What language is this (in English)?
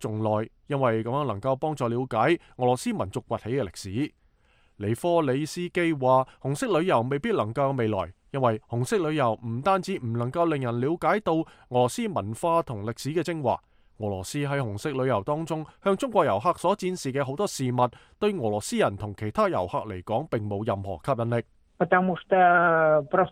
Cantonese